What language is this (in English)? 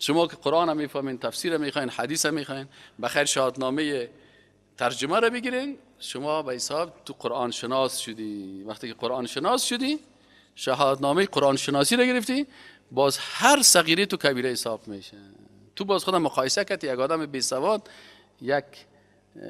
Persian